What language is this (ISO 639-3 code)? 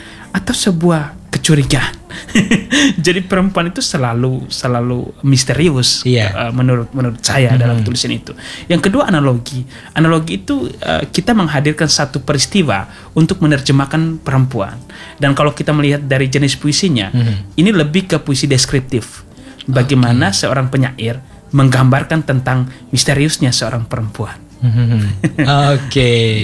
ind